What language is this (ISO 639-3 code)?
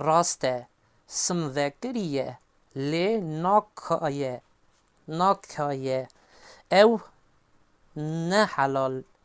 kur